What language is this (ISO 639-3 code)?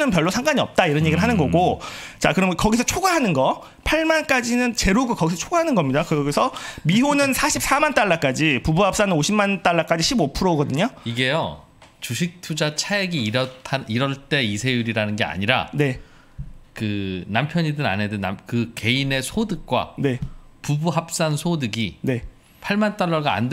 kor